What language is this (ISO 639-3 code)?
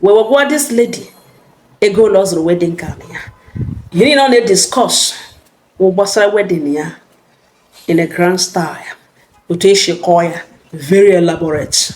ibo